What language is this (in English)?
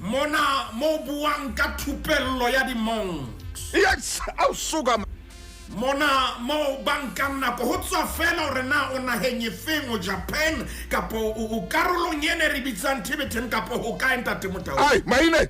Southern Sotho